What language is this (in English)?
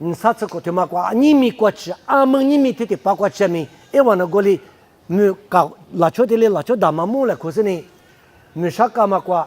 Lisu